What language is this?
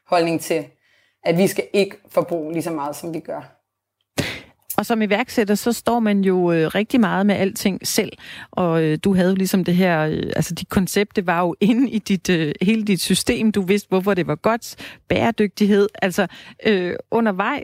Danish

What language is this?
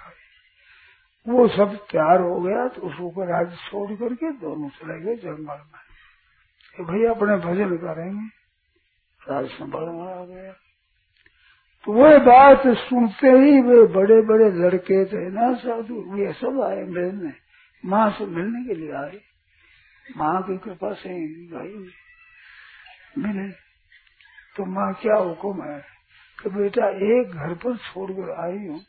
Hindi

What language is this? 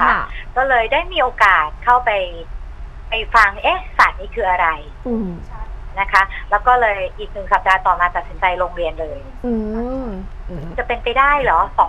Thai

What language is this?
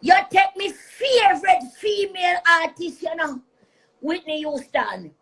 Jamaican Creole English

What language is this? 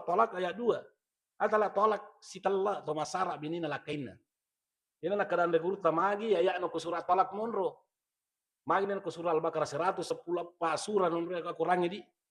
Buginese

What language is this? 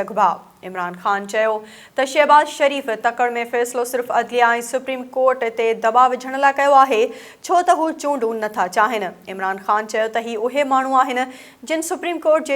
Sindhi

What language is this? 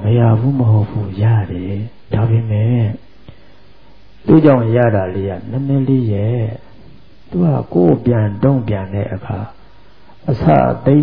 Burmese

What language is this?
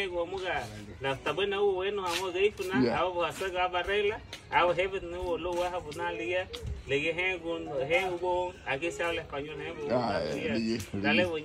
Garifuna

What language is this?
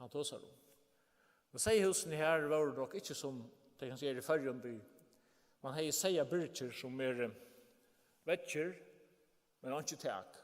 Faroese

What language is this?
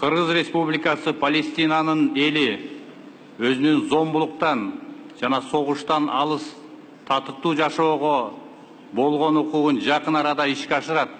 Kyrgyz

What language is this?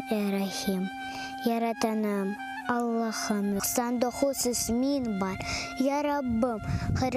Crimean Tatar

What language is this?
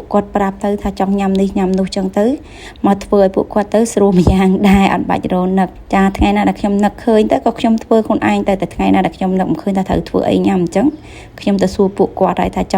Khmer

